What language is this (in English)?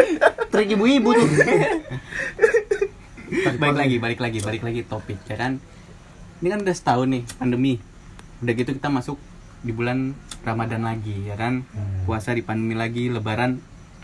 Indonesian